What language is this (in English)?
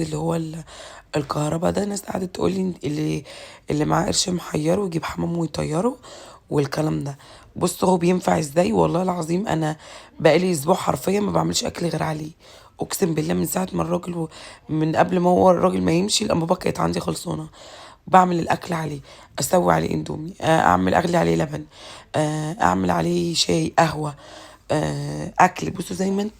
Egyptian Arabic